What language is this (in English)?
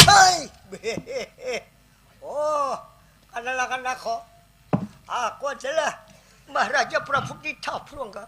Banjar